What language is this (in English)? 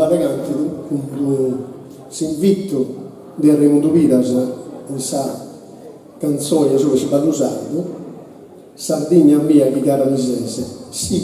Sardinian